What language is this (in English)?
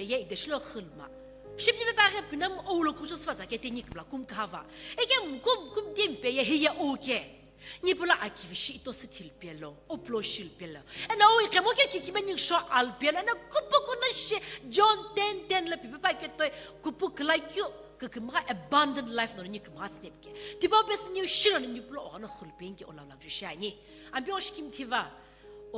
Sumi Naga